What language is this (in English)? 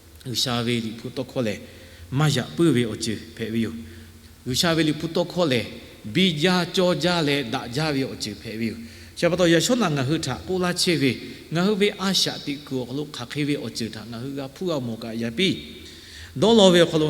Lahu